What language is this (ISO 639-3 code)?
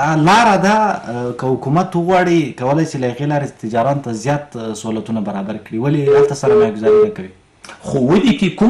pus